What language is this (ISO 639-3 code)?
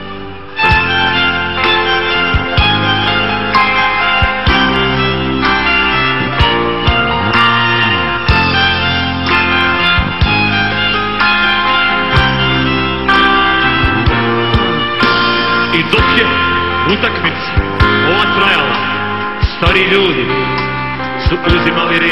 hrv